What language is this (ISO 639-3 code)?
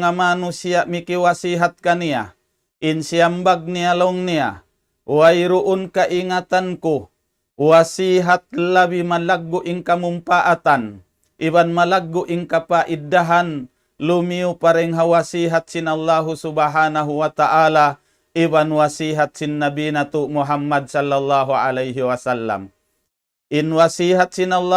tsg